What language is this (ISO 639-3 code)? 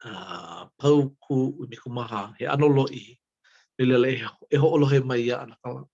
haw